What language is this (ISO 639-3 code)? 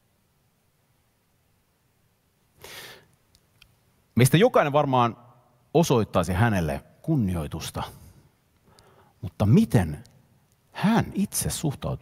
fin